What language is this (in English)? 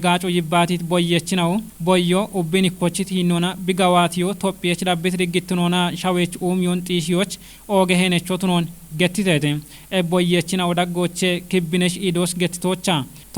Kafa